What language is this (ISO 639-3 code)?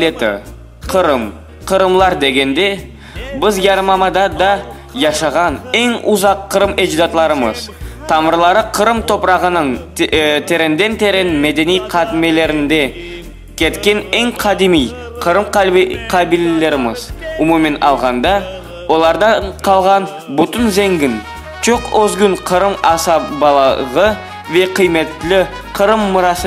crh